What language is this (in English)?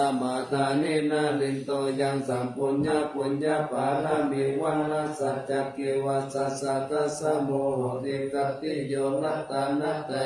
Pali